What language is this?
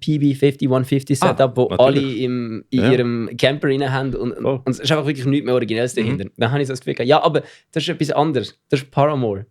Swiss German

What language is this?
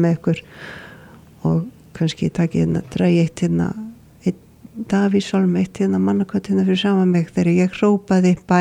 Icelandic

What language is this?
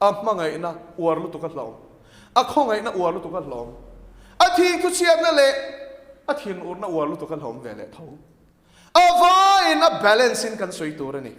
Mizo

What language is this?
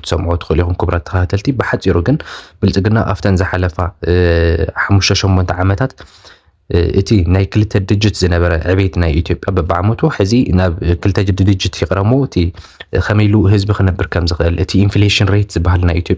Tigrinya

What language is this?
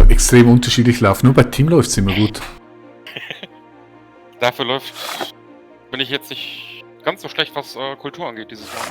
Swiss German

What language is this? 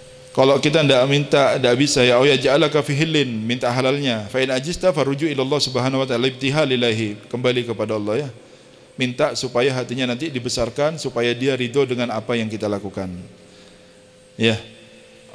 Indonesian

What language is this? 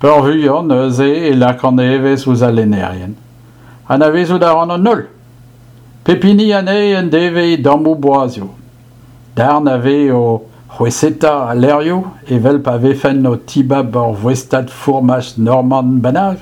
Breton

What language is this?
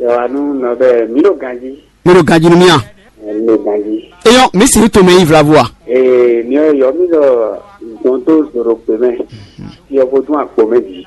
Fon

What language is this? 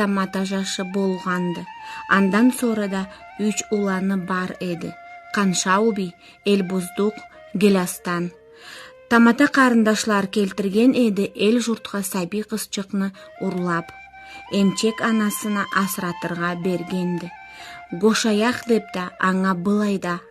Karachay-Balkar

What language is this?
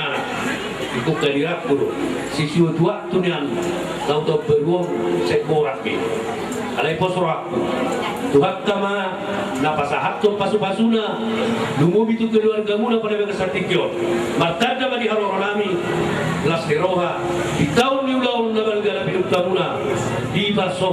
Batak Toba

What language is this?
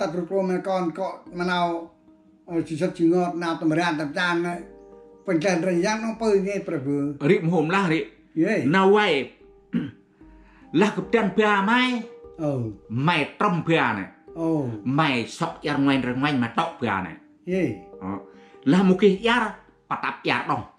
Central Mnong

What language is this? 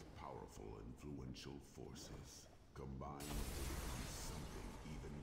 English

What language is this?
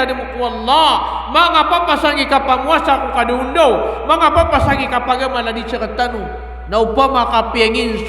Maranao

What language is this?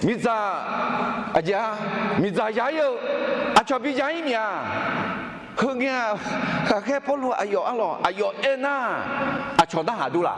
Akha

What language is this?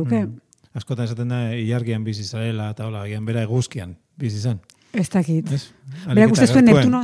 Basque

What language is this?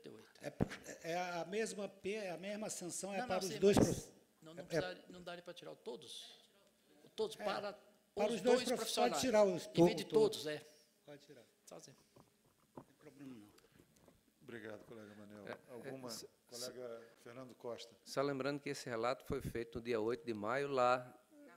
Portuguese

